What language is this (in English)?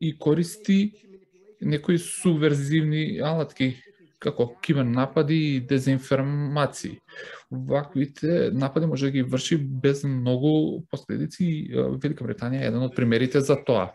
Macedonian